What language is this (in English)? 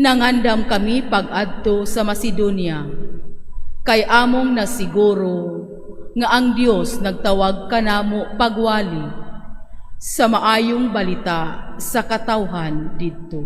Cebuano